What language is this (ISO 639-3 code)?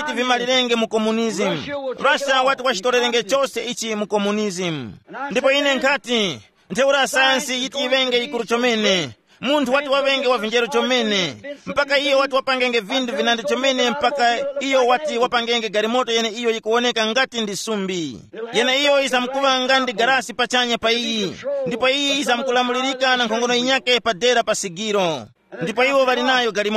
tum